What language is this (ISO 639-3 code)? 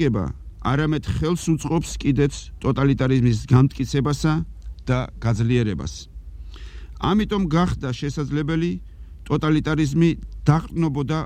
kat